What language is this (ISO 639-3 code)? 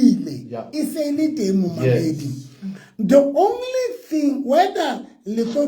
sot